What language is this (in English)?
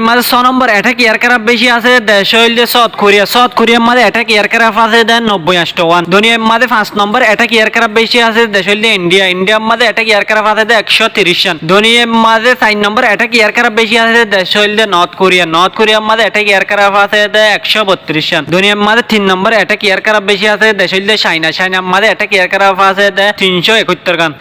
Rohingya